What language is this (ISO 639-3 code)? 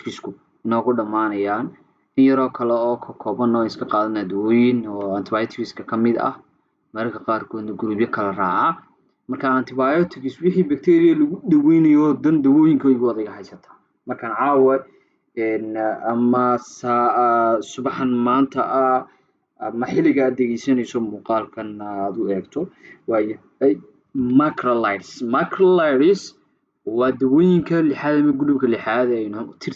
som